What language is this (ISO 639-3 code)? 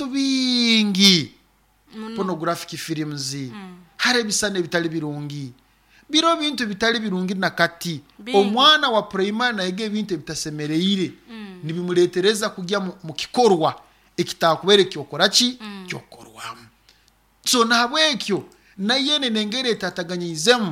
nyo